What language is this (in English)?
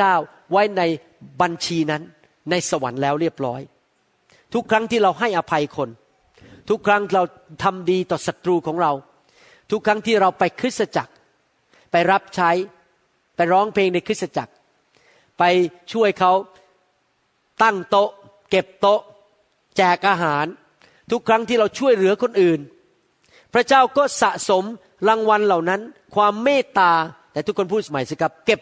Thai